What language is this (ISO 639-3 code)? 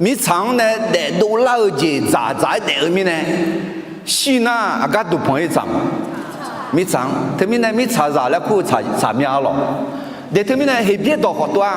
ahk